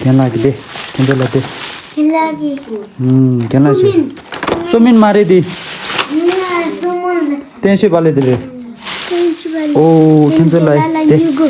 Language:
Tibetan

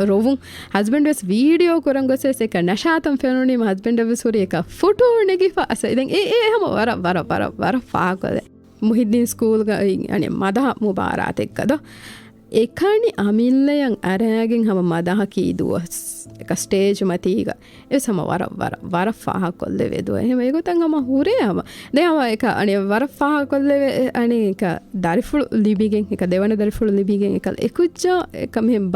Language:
Divehi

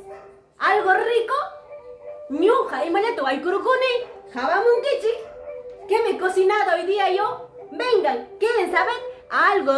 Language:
Ayacucho Quechua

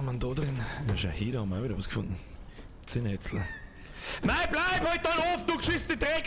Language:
Bavarian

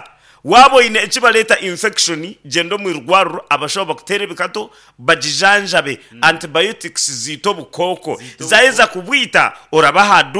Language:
Nyankole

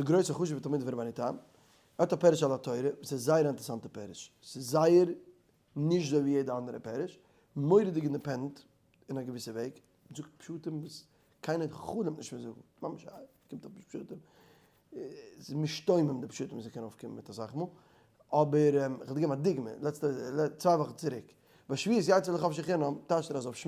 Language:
Yiddish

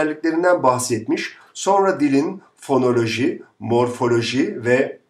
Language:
Turkish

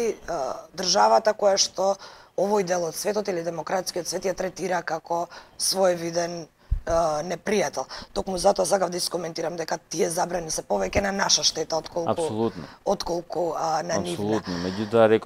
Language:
Macedonian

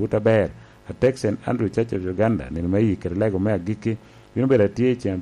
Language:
Lango (Uganda)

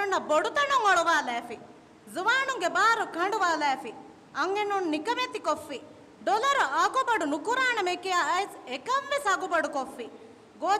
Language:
Divehi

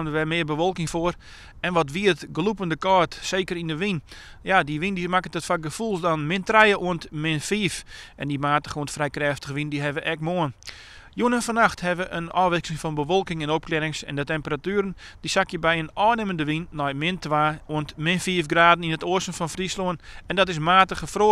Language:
Western Frisian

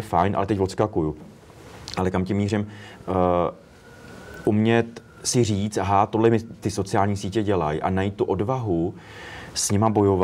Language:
Czech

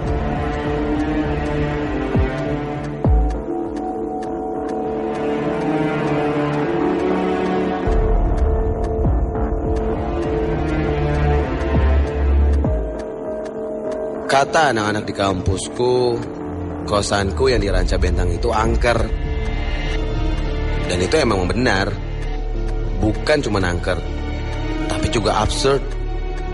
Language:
Indonesian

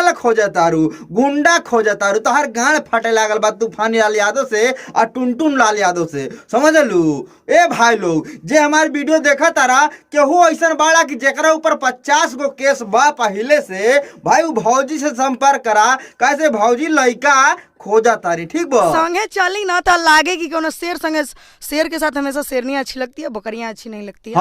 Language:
Bhojpuri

